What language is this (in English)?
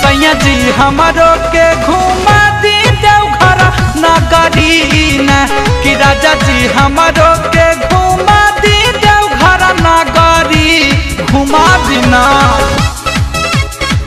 Bhojpuri